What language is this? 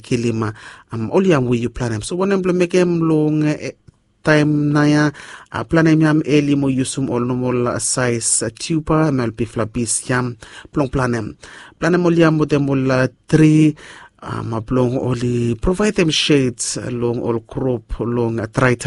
Bislama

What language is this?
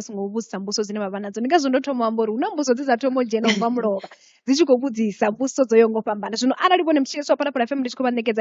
Venda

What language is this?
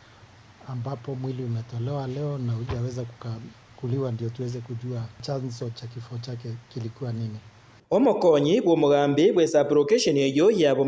Gusii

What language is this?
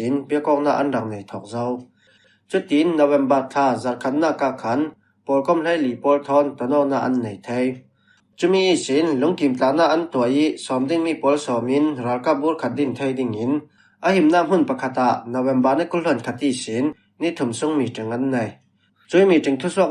Falam Chin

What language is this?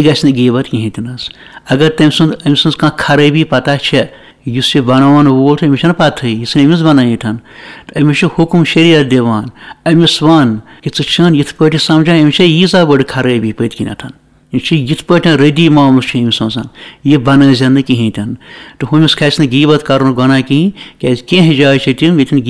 Kashmiri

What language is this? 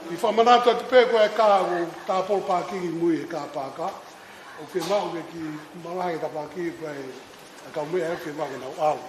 Tongan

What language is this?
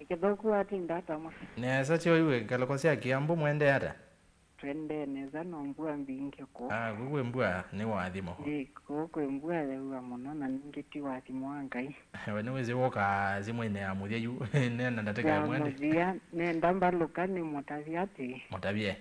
Kamba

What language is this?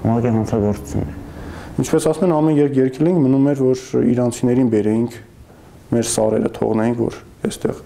Armenian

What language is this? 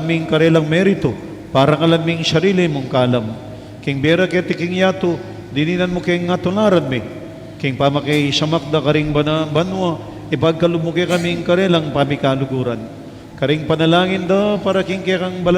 Pampanga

